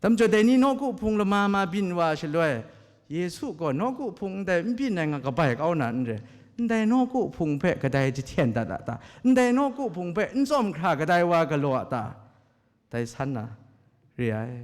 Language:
Kachin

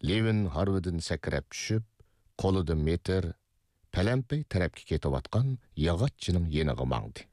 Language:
Uyghur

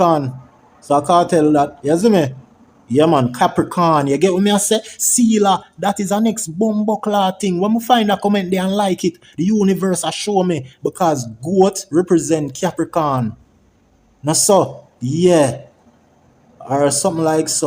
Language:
Jamaican Creole English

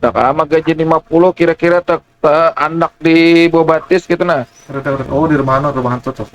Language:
Banjar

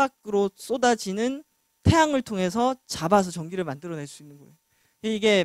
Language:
Korean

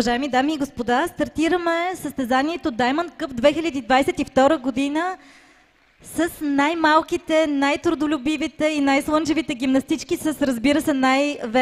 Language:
Bulgarian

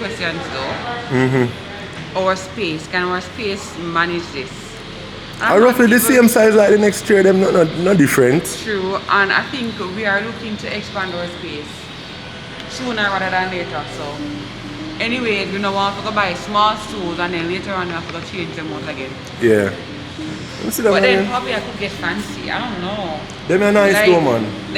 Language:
Jamaican Creole English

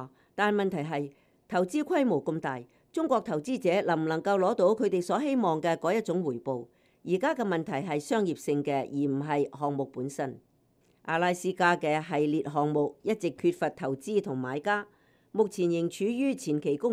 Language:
Cantonese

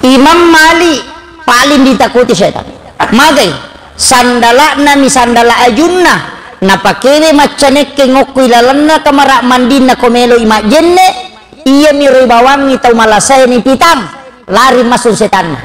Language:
Buginese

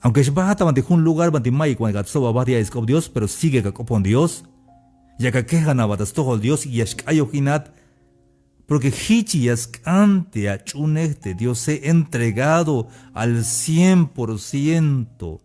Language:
Tzeltal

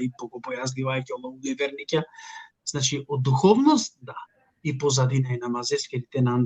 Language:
Balkan Romani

